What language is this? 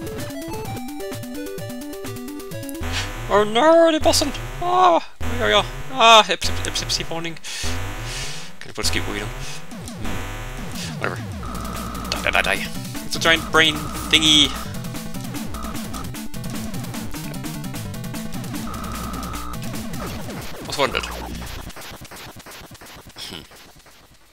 Swedish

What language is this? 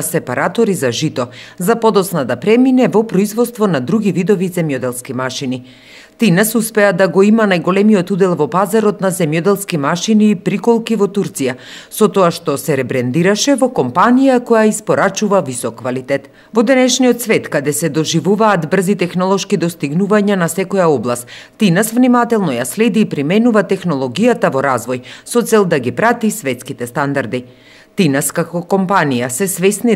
Macedonian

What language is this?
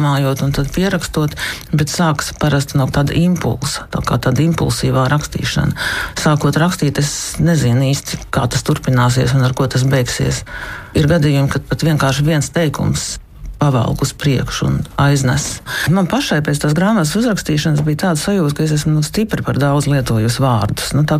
Latvian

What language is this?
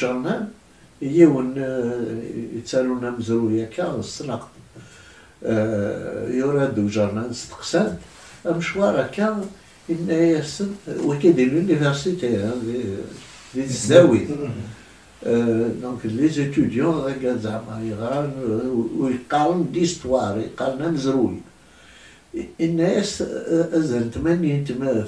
Kabyle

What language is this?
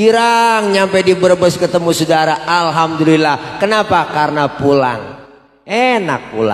Betawi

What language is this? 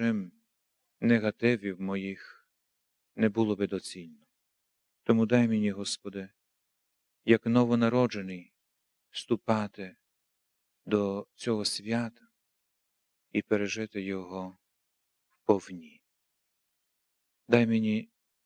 Ukrainian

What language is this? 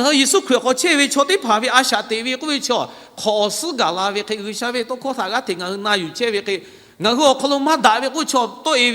Lahu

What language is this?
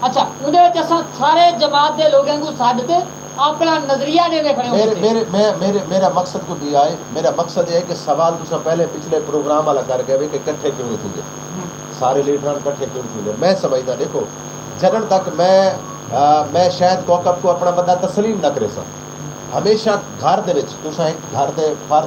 Saraiki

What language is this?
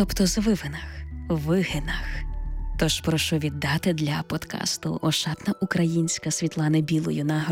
Ukrainian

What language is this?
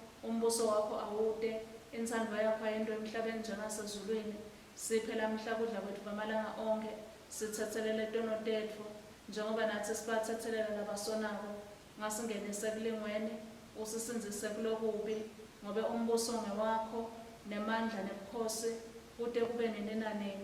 Swati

